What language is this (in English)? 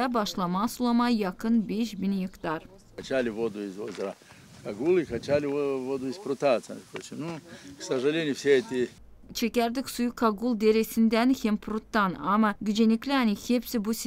Gagauz